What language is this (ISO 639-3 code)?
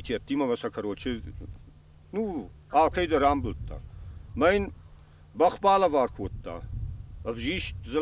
oss